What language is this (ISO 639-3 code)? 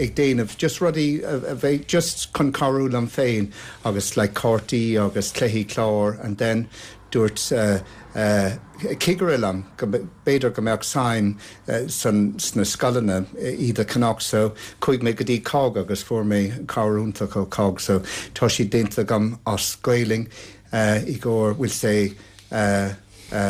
gle